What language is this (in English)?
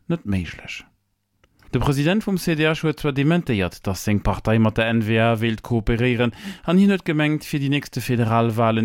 Luxembourgish